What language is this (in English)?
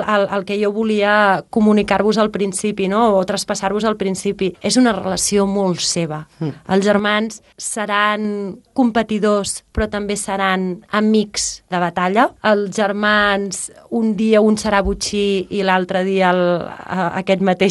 Catalan